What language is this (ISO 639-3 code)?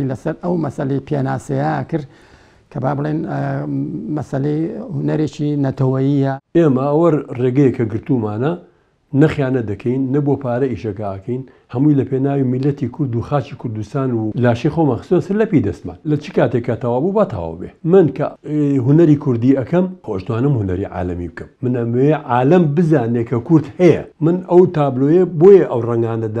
ckb